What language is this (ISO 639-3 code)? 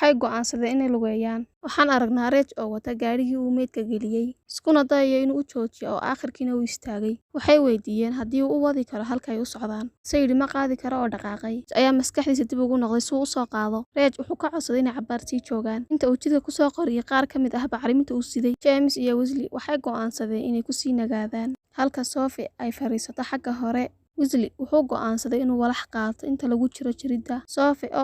som